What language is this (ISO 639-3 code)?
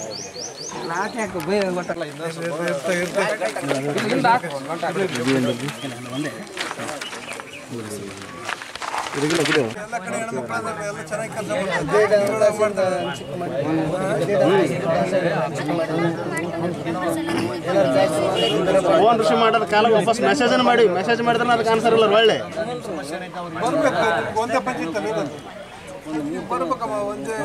kan